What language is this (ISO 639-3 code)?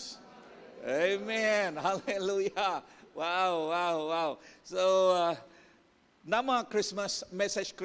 iba